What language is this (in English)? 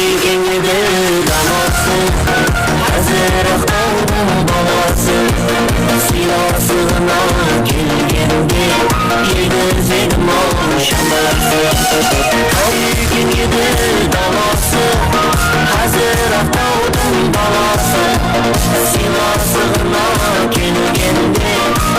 Kara-Kalpak